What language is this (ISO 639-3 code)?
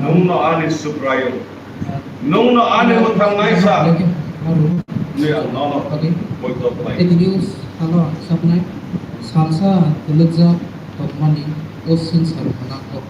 trp